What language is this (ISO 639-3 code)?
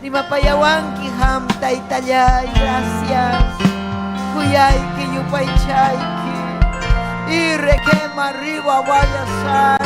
quy